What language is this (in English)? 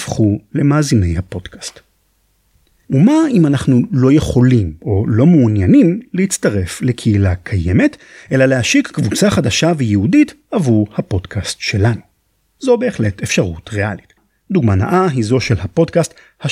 Hebrew